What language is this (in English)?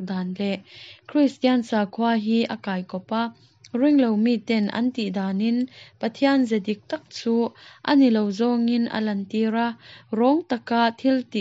Mizo